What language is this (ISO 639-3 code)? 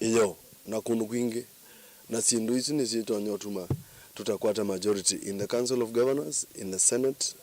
kam